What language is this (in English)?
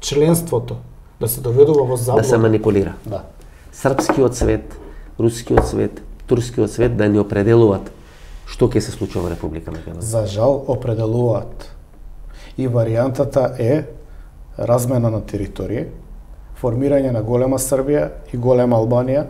Macedonian